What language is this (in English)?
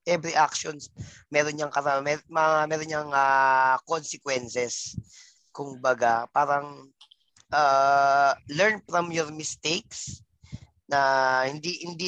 Filipino